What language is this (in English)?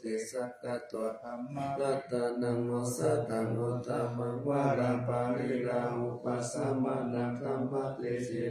Pali